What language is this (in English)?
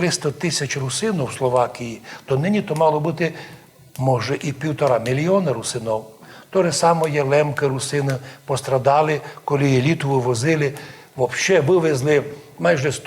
Rusyn